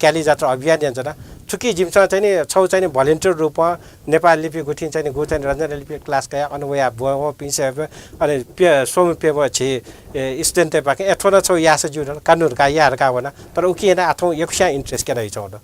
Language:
Newari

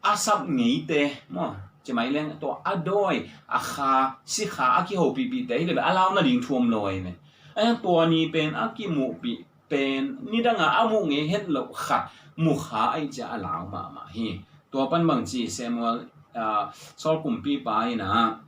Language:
Tedim Chin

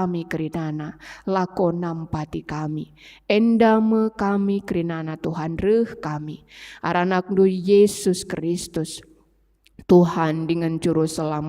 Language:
Batak Karo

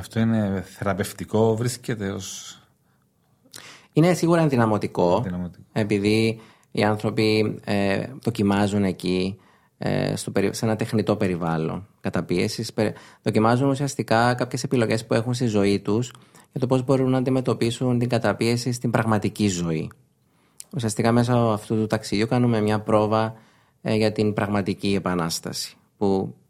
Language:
Greek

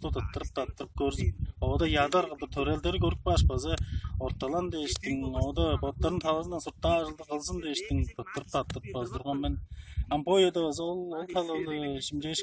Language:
Tuvinian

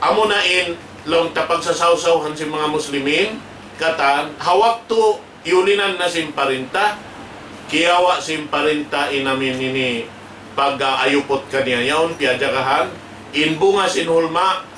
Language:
Tausug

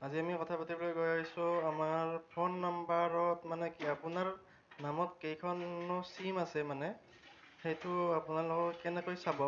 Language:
Assamese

